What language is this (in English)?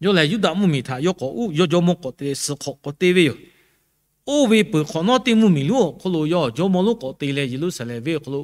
Lahu